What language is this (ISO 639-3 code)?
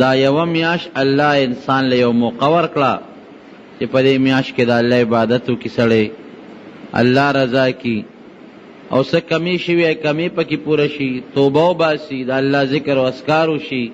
pus